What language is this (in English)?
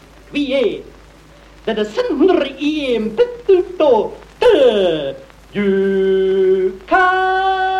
French